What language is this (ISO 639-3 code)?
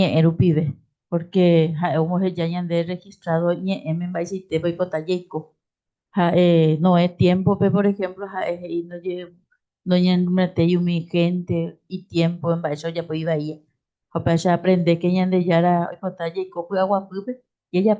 grn